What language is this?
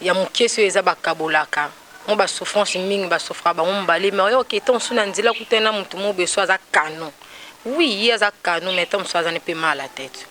Lingala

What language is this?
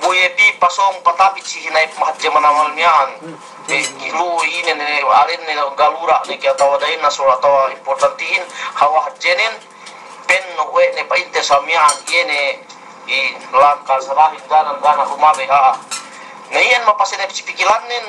Yakan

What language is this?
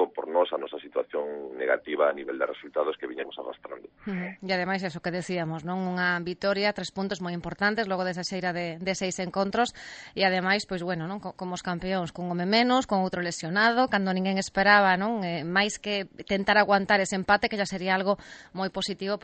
Galician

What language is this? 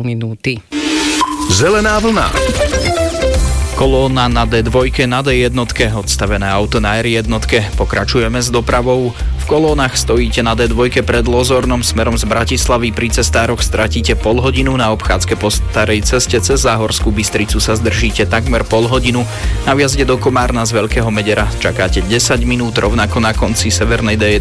Slovak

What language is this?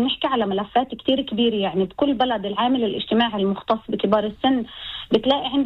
North Levantine Arabic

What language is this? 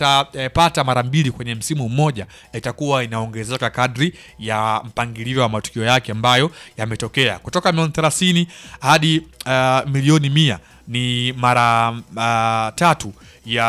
Swahili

